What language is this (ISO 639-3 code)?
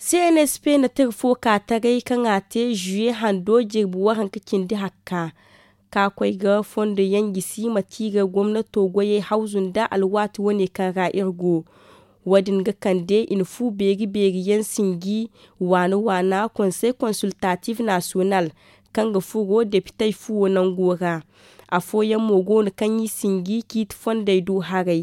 dje